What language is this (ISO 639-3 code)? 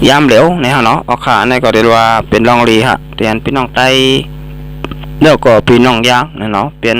shn